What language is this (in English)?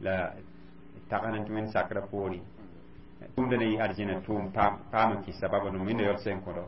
Mossi